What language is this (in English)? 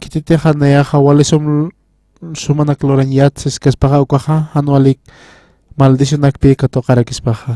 Aymara